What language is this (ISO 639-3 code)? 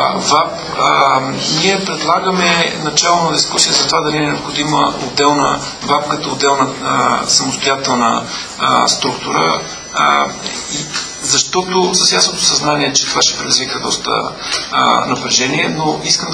bul